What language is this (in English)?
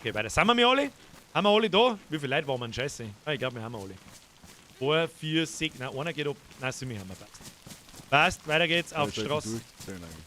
Bavarian